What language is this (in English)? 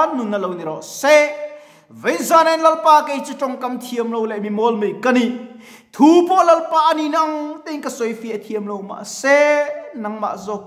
Mizo